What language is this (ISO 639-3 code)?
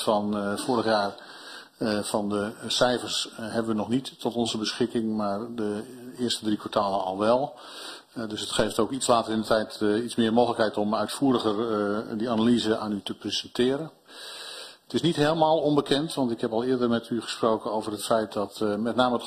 nld